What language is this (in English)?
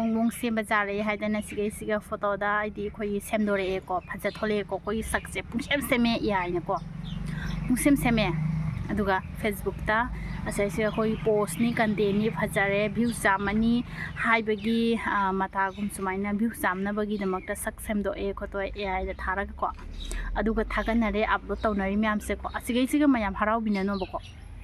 Manipuri